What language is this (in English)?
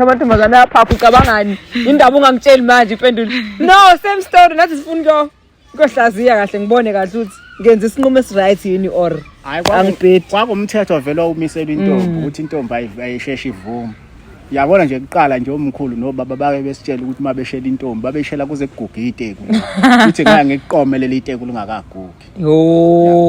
Zulu